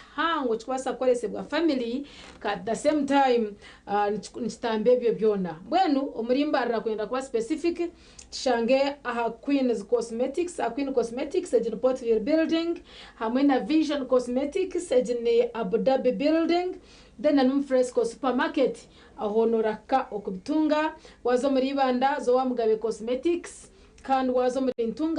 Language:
Nyankole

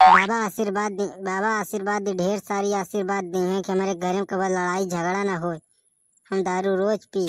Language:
Bhojpuri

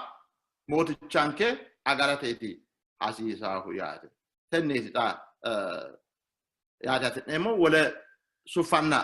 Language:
Sidamo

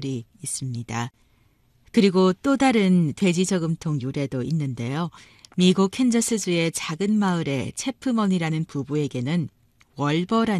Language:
Korean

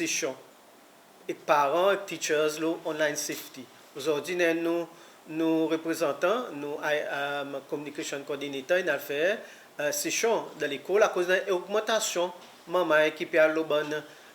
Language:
Seselwa Creole French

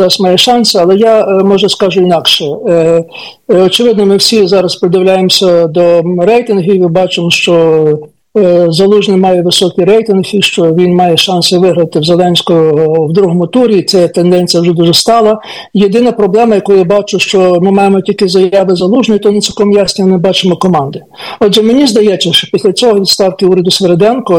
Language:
Ukrainian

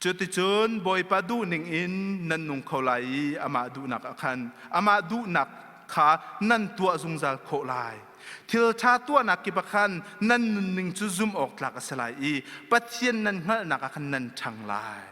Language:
Hakha Chin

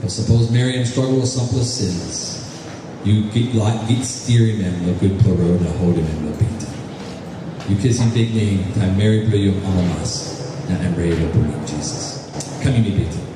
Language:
Tok Pisin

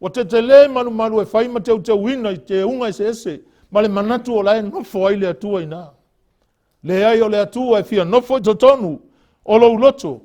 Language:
Samoan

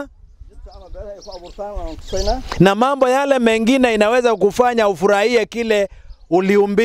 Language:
Swahili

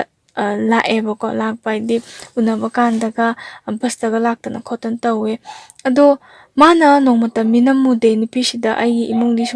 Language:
Manipuri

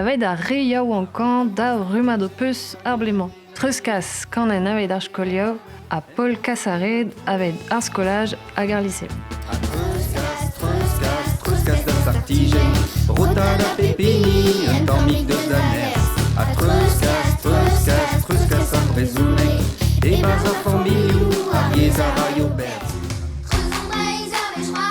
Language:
Breton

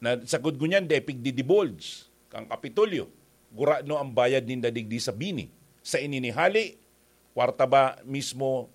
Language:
Bikol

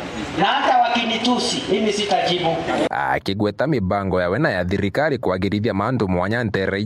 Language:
Meru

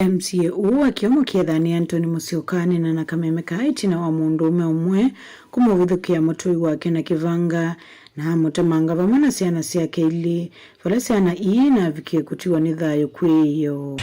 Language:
Kamba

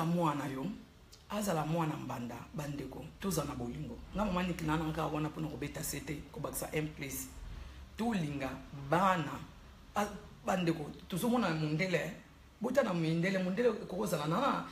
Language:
Lingala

